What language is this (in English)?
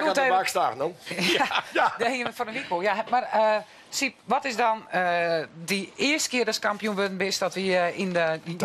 Western Frisian